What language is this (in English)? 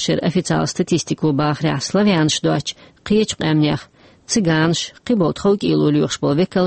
Chechen